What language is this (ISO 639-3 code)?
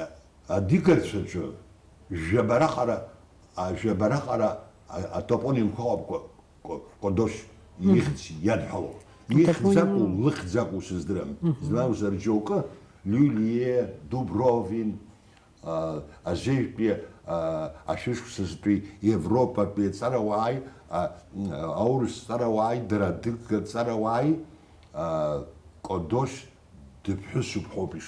abk